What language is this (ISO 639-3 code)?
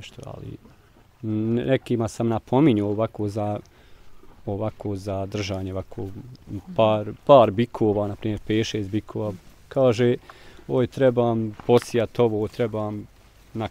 bos